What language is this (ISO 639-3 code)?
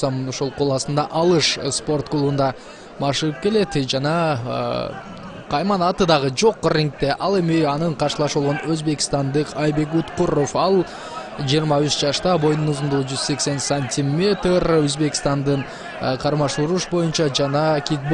kir